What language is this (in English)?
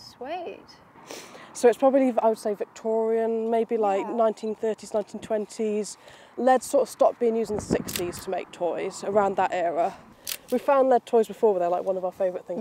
English